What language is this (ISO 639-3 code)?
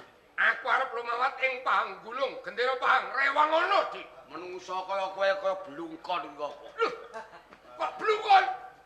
jav